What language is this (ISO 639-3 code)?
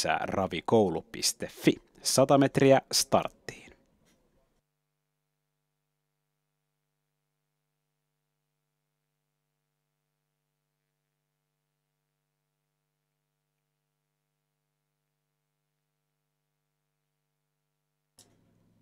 fin